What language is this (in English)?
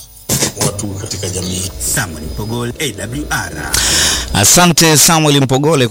Swahili